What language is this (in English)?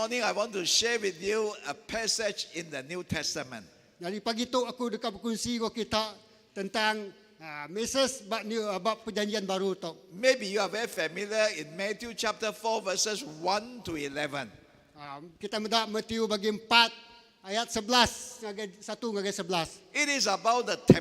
Iban